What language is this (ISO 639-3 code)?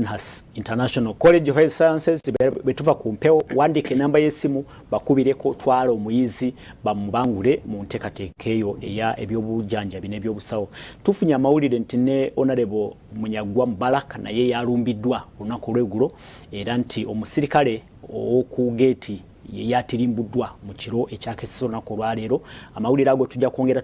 lug